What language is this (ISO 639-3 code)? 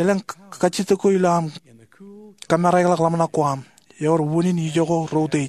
mah